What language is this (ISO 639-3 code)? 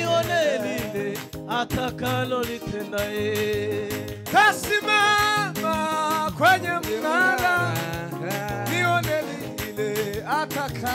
swa